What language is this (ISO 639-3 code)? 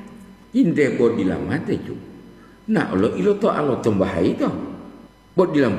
gor